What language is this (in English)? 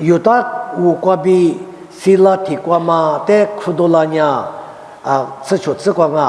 Lisu